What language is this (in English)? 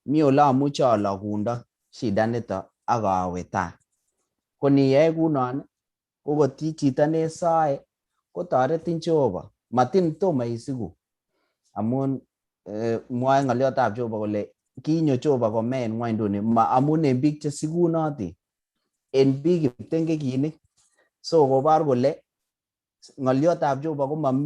Kalenjin